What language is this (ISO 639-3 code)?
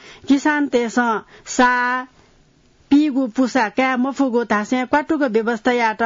new